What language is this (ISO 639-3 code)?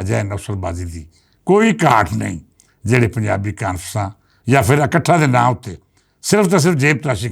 lah